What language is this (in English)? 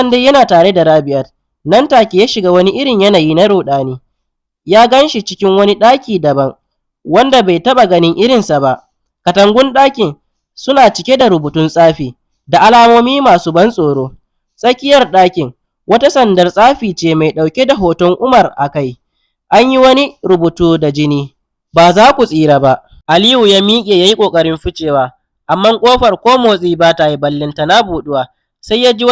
Hausa